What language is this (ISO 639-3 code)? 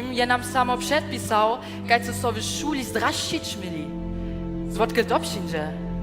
hsb